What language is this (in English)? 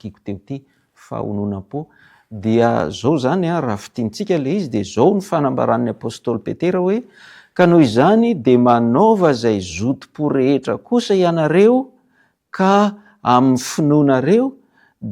Malagasy